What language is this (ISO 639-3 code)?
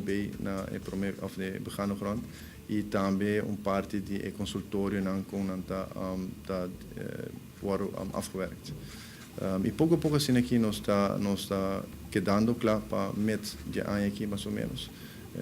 pap